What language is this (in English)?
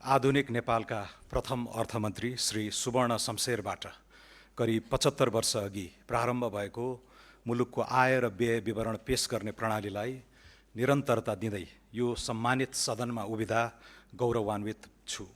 Nepali